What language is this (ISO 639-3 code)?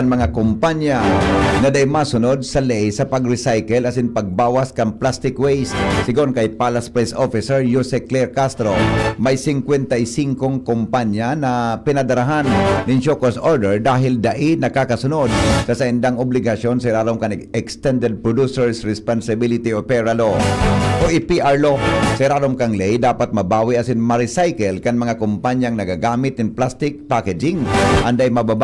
bik